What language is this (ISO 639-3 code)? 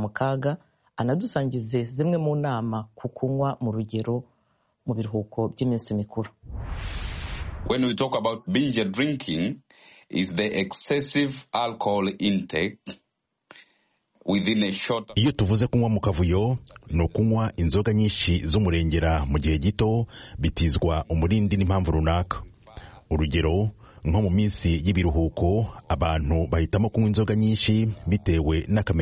kin